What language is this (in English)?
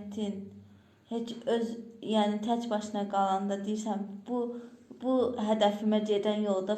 Azerbaijani